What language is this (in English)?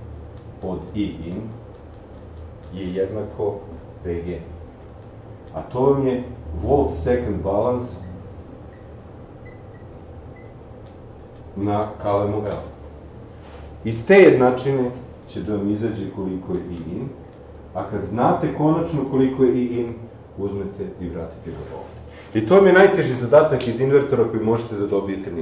Serbian